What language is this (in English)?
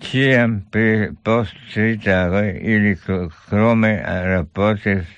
Esperanto